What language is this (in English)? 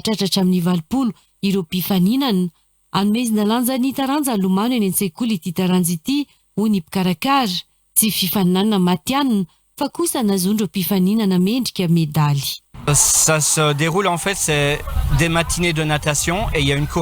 Malagasy